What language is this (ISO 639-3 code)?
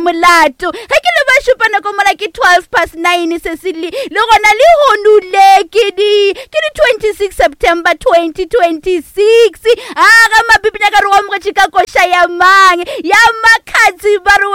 nso